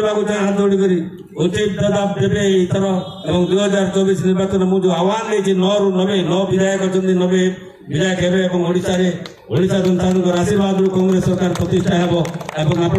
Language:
Odia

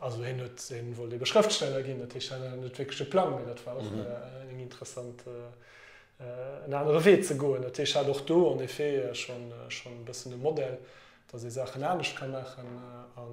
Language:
Luxembourgish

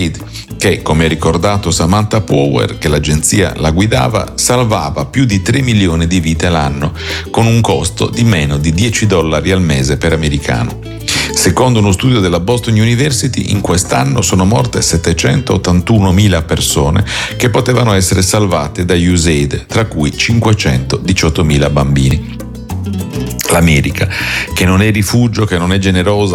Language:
Italian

